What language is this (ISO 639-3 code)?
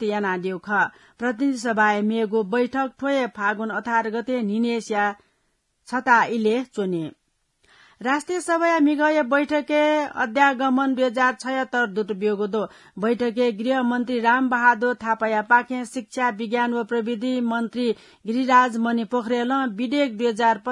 new